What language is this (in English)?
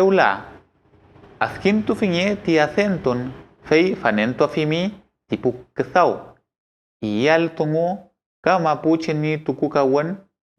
Mapuche